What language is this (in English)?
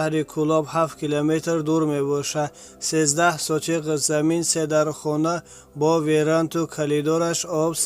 Tajik